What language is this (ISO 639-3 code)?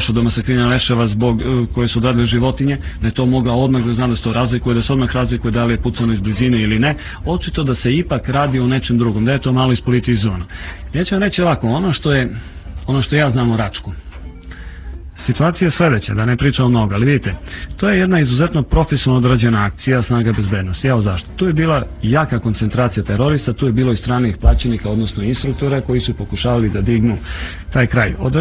srp